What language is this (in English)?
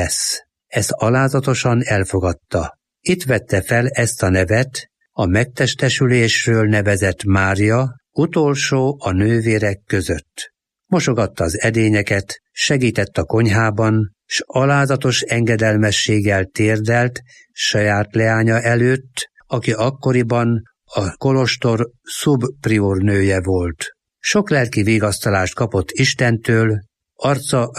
Hungarian